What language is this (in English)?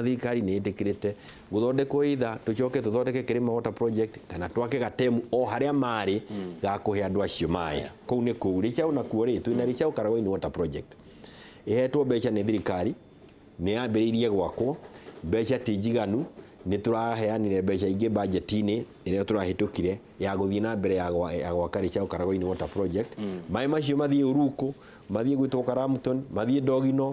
Kikuyu